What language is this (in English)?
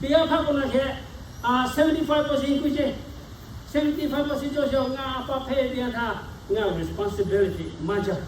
Lahu